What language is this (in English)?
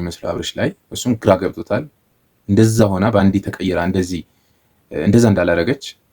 Amharic